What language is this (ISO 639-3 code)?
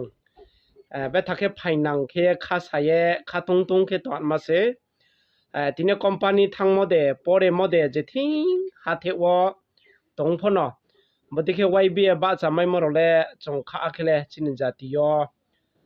ria